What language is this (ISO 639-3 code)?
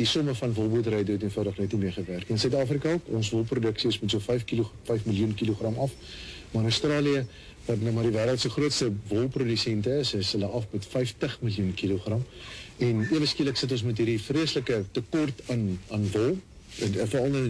afr